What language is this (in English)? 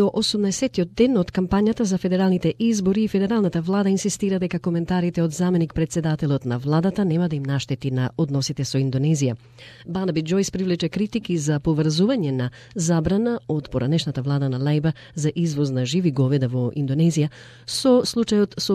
Macedonian